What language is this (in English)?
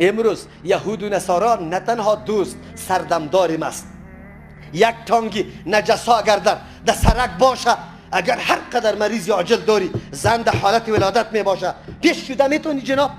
Persian